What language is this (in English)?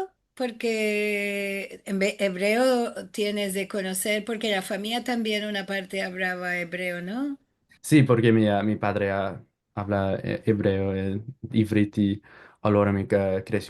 Ladino